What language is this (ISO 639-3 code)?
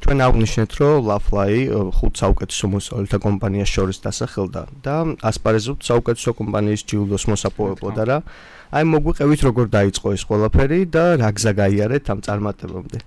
kat